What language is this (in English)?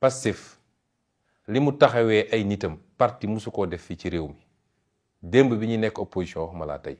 Wolof